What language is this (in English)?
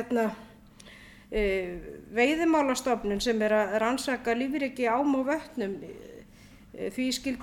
Icelandic